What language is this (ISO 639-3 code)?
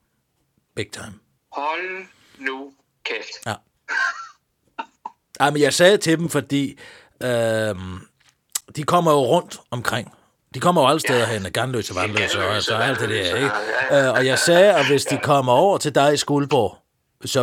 dan